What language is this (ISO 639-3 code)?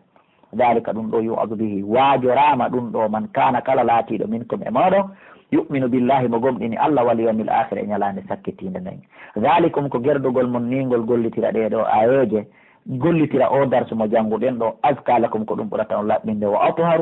fuf